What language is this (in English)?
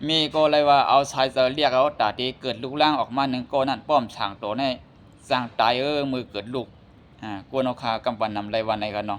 Shan